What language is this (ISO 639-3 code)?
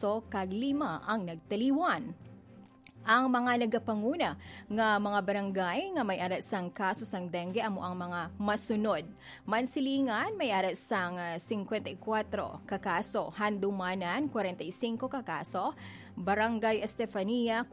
hil